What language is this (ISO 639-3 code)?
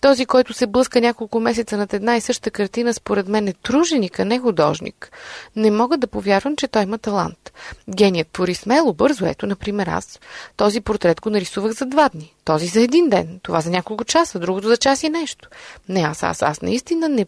bul